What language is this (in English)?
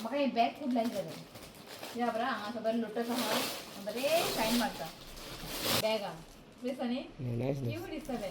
Konkani